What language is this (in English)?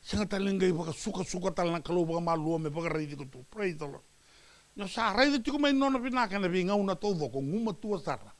Fijian